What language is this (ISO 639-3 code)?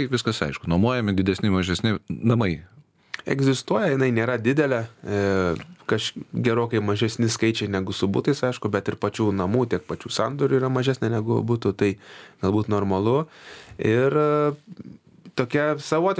lit